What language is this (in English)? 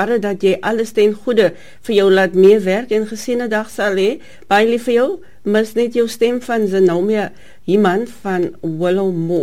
Afrikaans